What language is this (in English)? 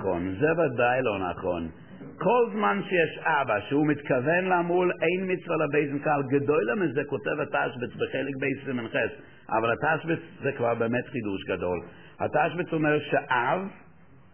Hebrew